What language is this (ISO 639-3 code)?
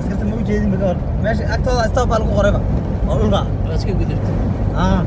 som